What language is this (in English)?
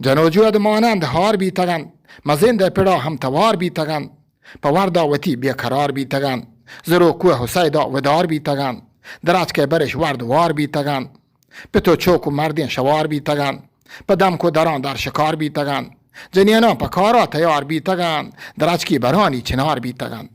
Eastern Balochi